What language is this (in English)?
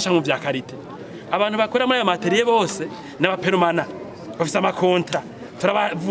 Rundi